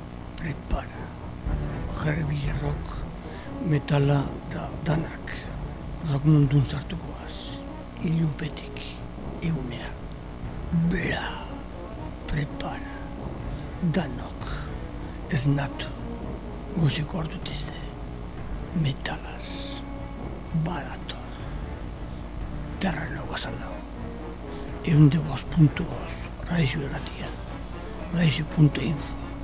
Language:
Basque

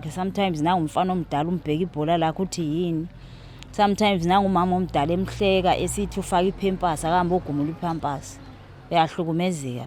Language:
Zulu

